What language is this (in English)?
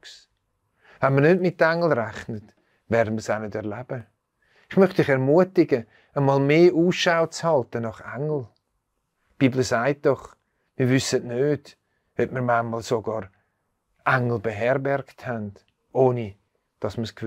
Swiss German